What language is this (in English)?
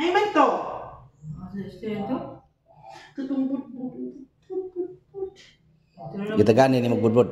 Cebuano